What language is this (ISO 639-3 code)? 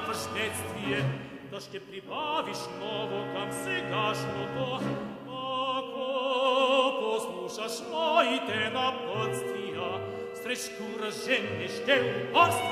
bul